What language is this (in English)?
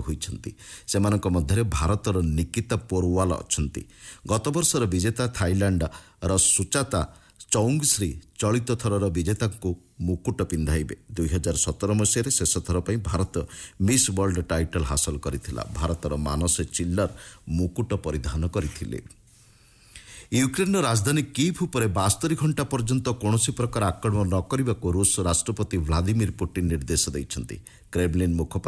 Odia